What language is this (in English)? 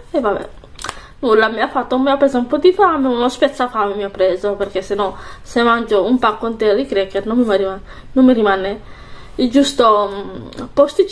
Italian